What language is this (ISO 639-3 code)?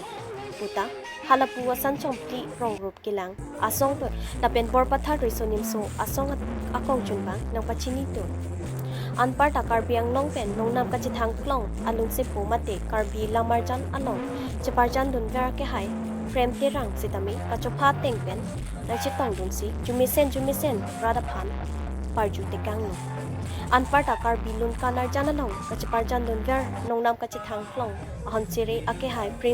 mjw